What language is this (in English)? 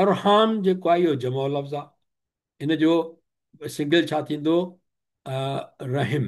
Sindhi